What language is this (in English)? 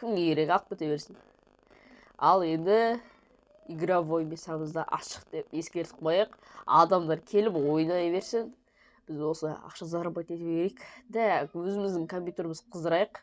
Kazakh